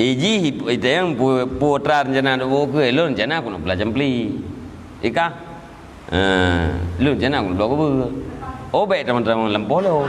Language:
Achinese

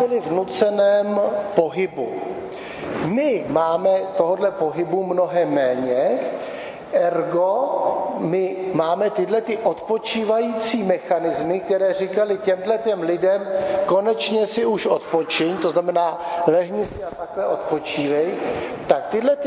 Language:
Czech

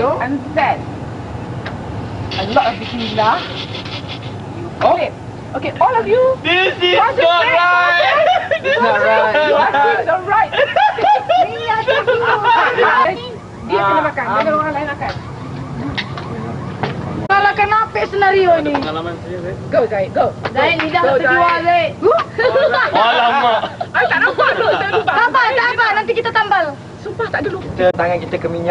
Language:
Malay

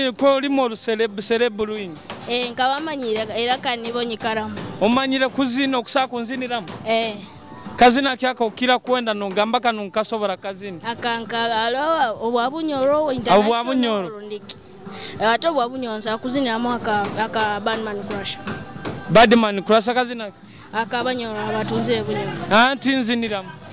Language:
Nyoro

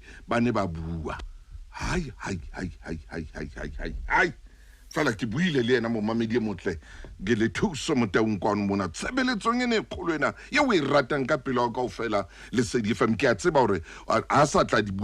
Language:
Southern Sotho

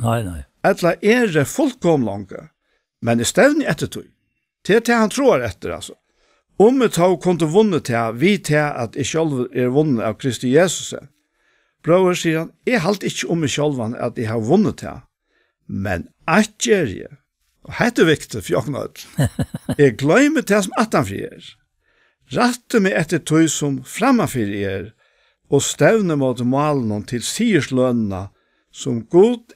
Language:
Faroese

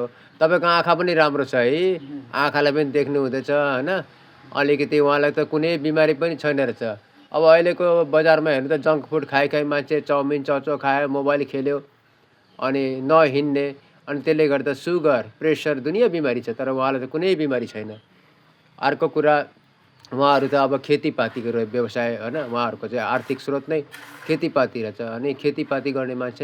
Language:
Nepali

